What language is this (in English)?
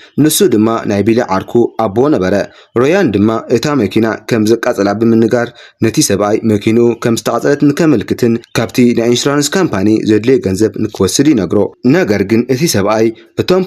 Tigrinya